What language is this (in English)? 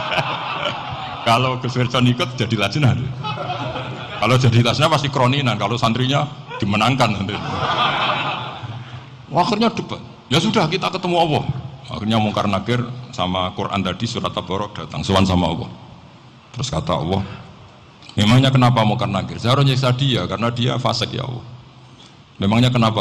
Indonesian